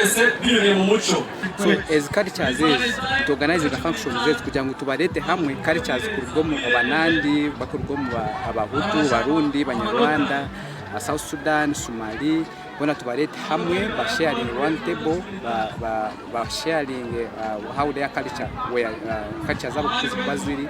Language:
Nyankole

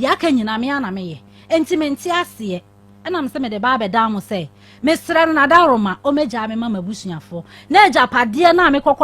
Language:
Akan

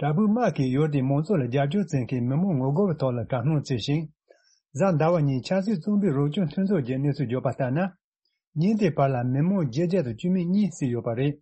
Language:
Tibetan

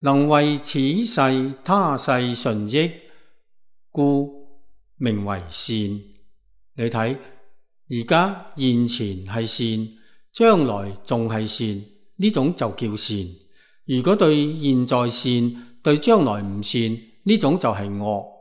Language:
Cantonese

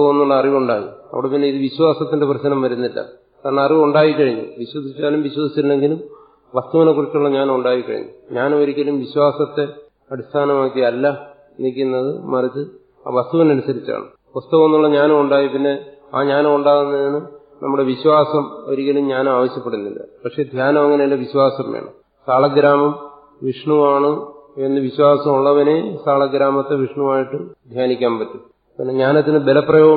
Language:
Malayalam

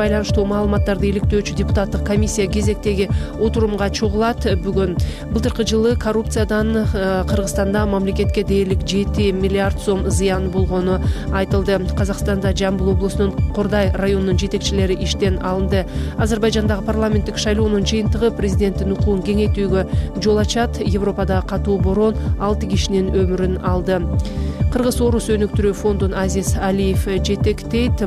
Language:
Kyrgyz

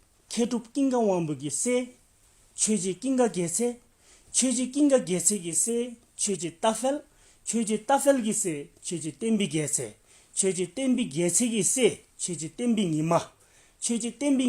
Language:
Dzongkha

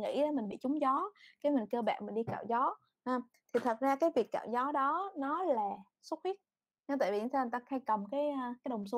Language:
Vietnamese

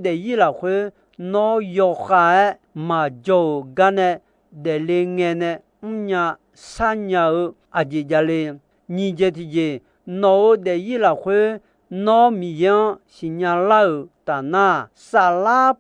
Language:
Akha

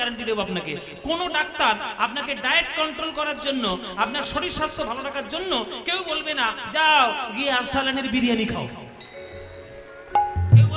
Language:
Bangla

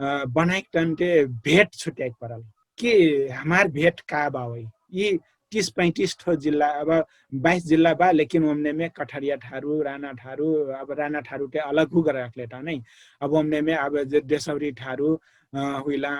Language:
Dangaura Tharu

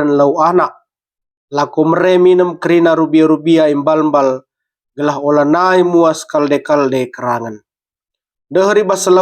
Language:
Batak Karo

